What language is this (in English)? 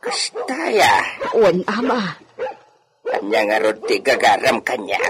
Iloko